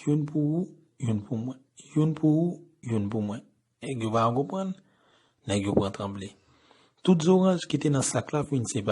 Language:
Haitian Creole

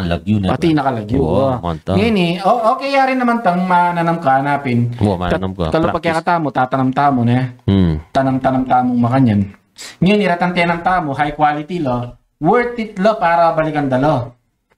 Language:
Pampanga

